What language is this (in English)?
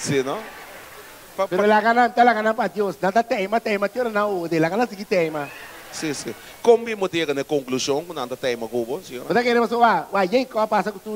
Papiamento